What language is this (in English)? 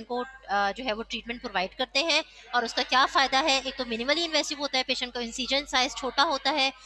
Hindi